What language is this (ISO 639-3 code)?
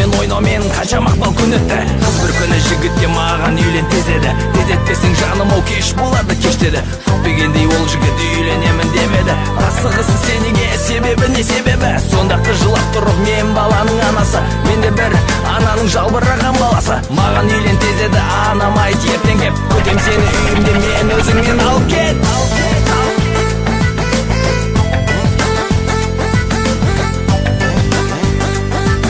kaz